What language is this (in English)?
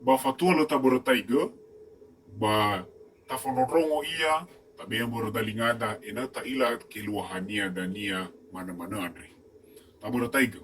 Nias